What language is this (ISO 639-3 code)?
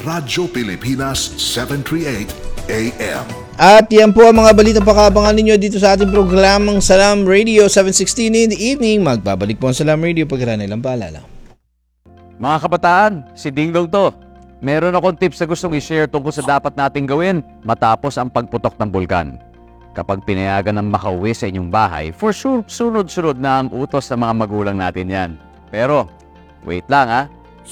fil